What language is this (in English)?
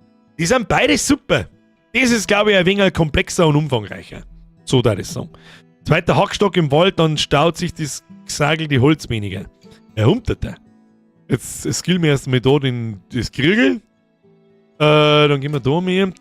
Bavarian